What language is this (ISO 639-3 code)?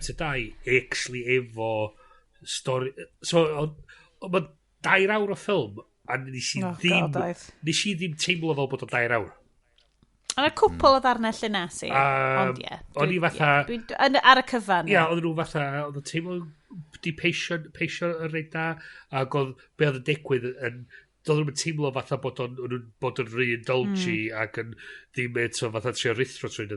cym